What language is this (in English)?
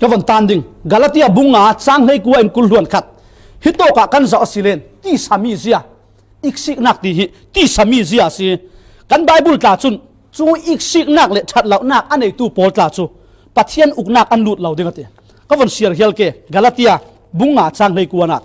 Falam Chin